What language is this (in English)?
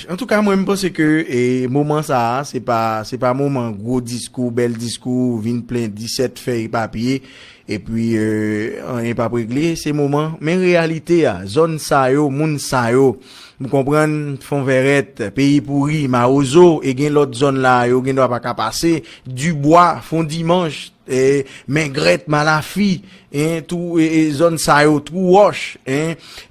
Haitian Creole